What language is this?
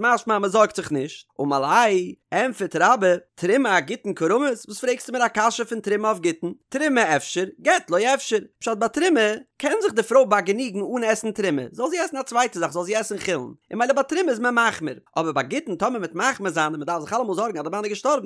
Yiddish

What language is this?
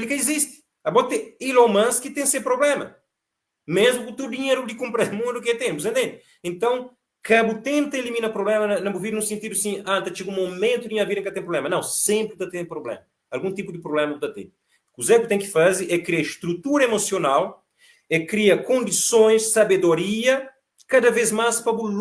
Kabuverdianu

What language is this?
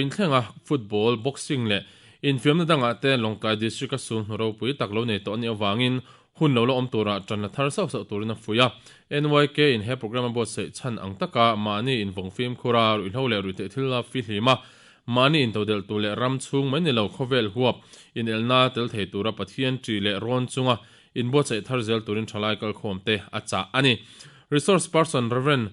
Mizo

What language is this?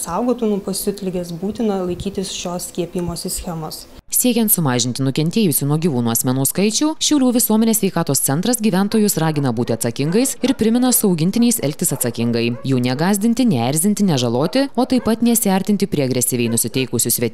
Lithuanian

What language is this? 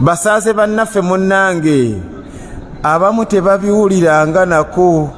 Ganda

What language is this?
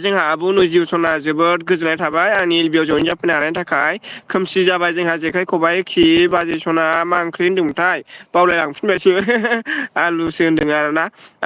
Bodo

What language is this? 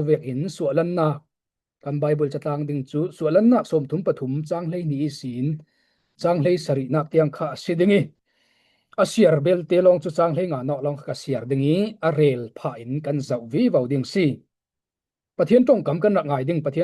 Falam Chin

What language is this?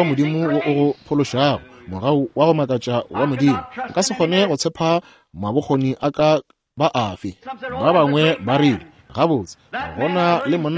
Northern Sotho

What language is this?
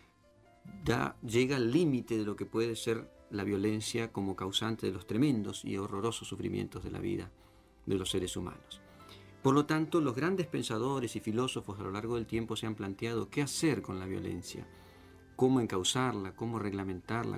Spanish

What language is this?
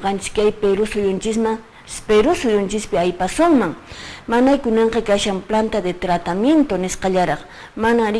Quechua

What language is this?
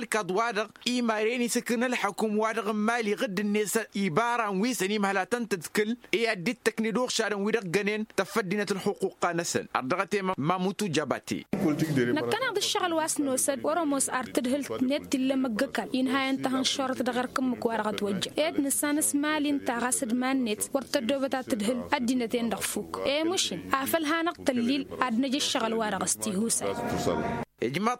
Tamasheq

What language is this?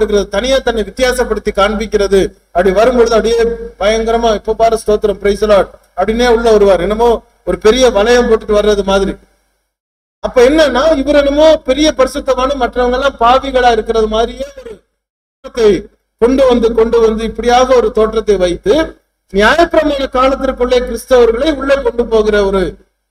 Tamil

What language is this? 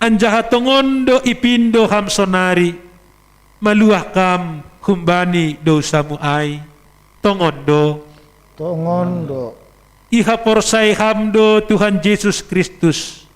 Batak Simalungun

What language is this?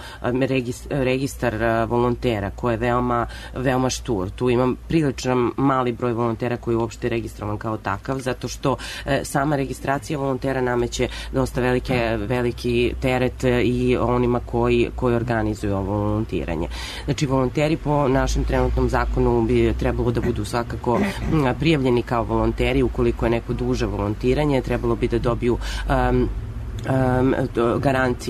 Serbian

